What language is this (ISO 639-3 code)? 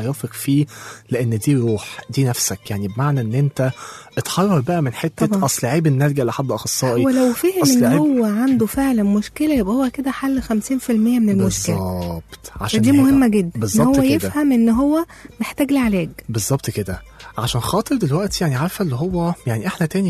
arz